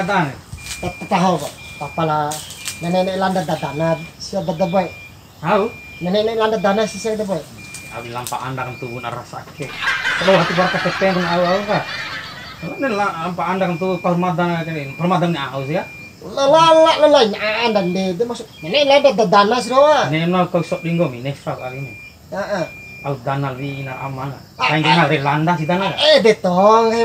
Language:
Bima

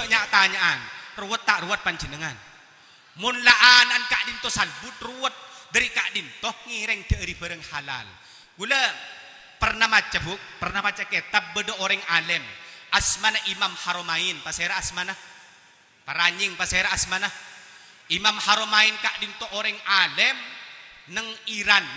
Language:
Madurese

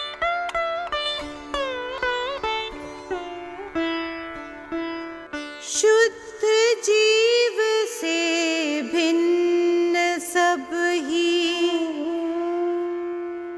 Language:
Hindi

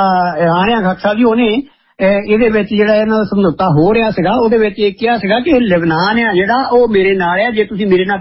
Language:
Punjabi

